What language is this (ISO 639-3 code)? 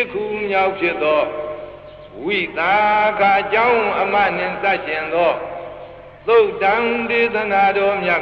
mya